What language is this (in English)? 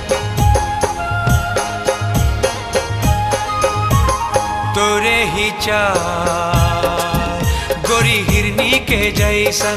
Bhojpuri